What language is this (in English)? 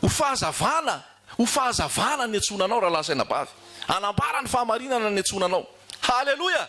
Malagasy